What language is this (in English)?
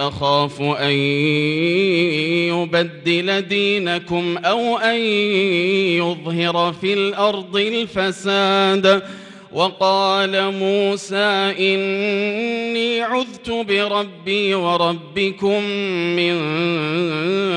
Arabic